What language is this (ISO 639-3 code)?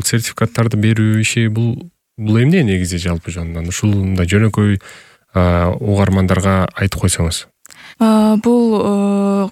kir